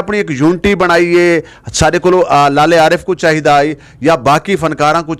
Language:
Saraiki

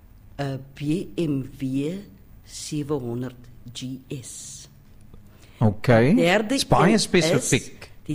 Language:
Afrikaans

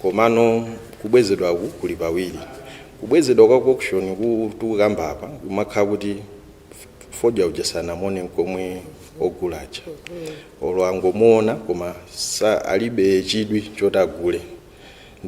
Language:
Nyanja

